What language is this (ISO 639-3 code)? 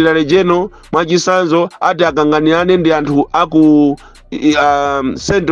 nya